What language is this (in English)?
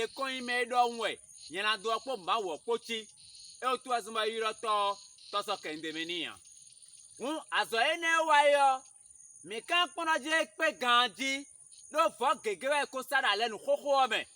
Fon